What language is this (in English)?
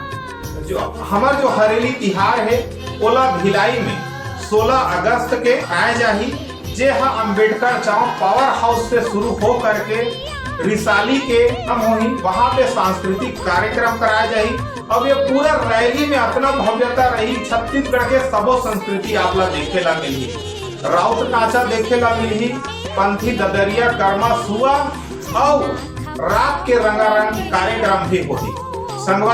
Chhattisgarhi